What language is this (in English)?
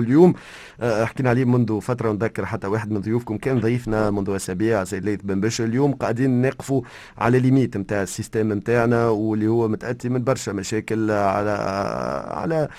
Tunisian Arabic